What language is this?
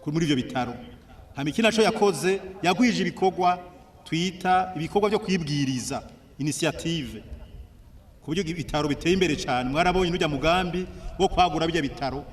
Rundi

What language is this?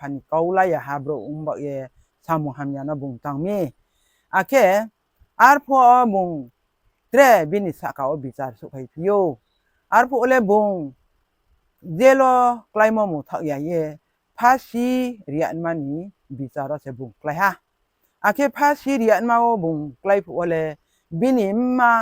Riang (India)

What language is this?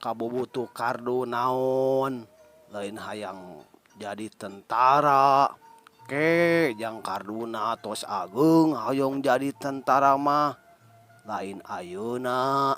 Sundanese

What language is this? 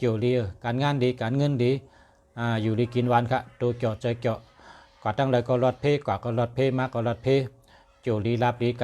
Shan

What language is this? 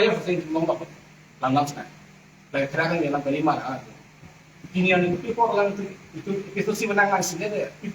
Karbi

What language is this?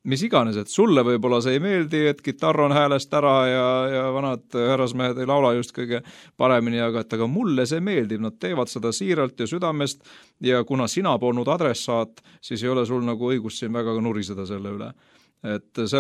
Estonian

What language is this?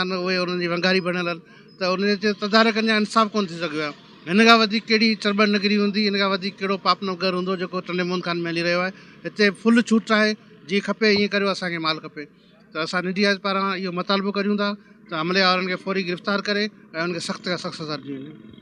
Sindhi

